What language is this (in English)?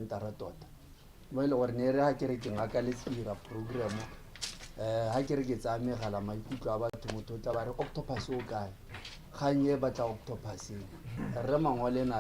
Tswana